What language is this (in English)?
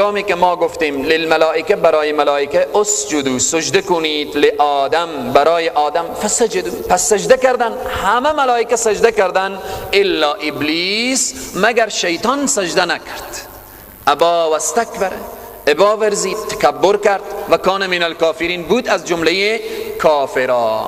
Persian